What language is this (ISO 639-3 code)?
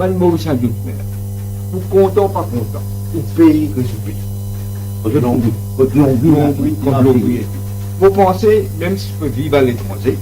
mfe